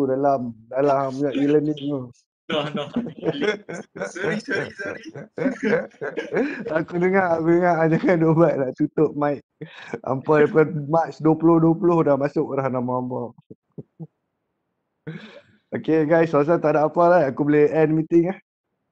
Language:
Malay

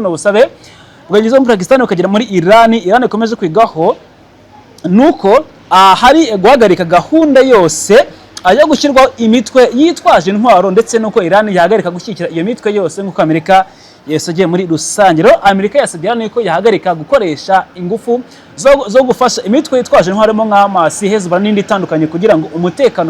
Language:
Kinyarwanda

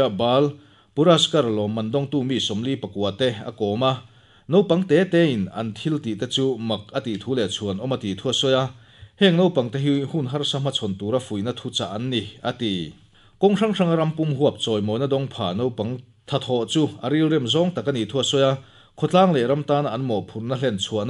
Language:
Mizo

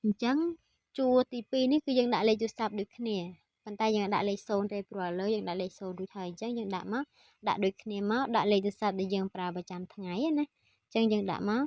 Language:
Khmer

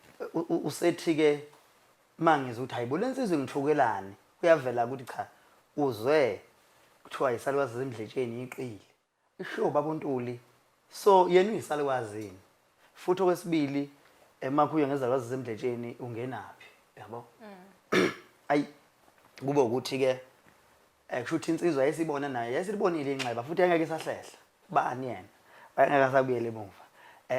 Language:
Zulu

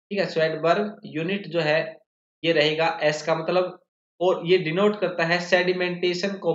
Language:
Hindi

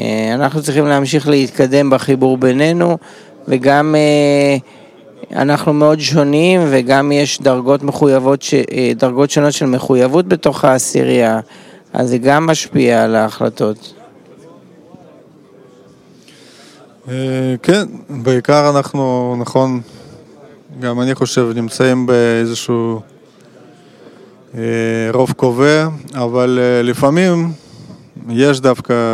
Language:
Hebrew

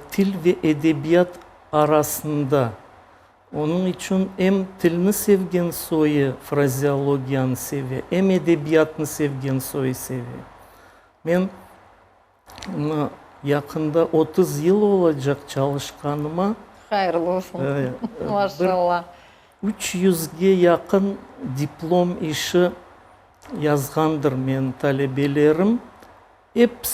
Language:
Crimean Tatar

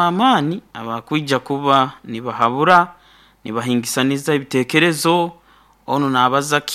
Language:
Nyoro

